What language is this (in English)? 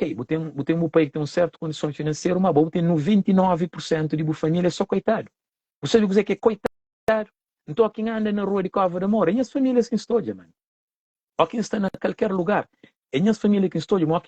Kabuverdianu